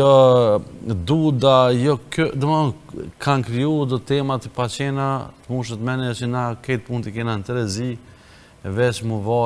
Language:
Albanian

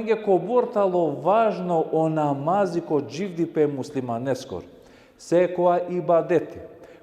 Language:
Balkan Romani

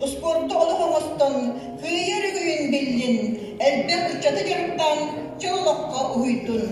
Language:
Yakut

